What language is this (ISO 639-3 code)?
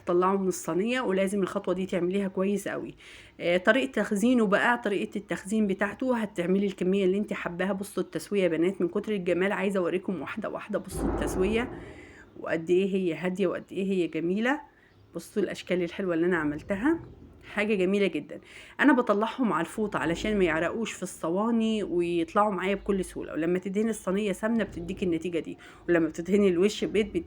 arz